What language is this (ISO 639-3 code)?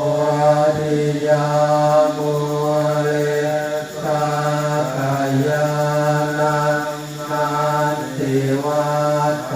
pli